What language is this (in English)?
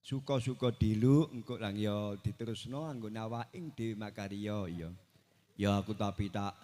Javanese